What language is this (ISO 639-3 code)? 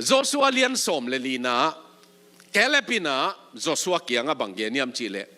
ctd